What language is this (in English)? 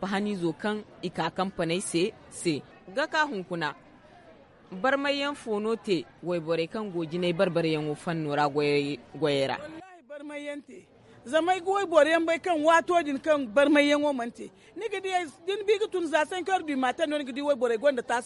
Zarma